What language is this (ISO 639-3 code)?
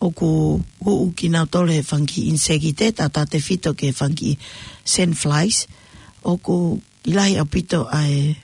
ton